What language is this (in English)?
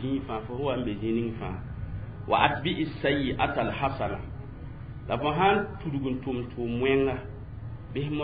Mossi